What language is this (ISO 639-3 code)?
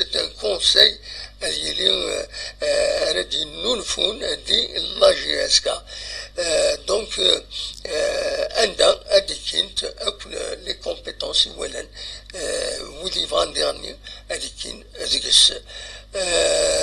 kab